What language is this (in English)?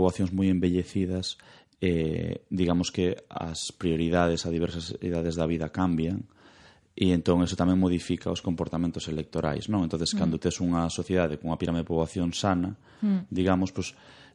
Galician